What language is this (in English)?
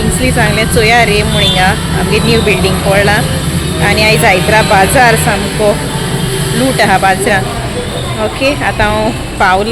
Konkani